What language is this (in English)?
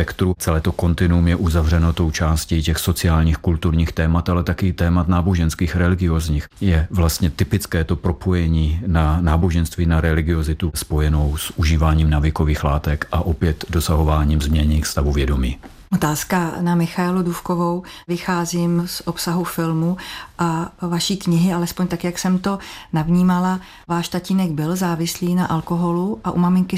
Czech